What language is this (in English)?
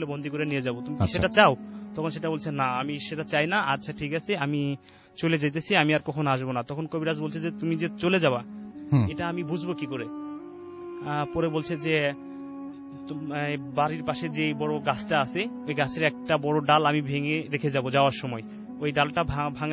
Bangla